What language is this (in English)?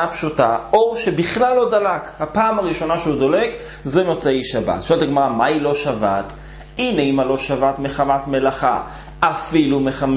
Hebrew